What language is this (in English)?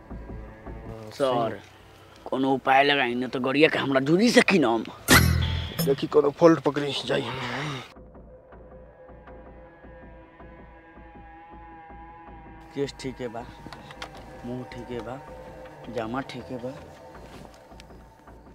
Bhojpuri